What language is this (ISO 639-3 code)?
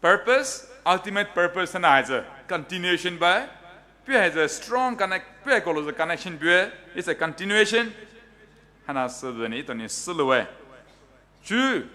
pmx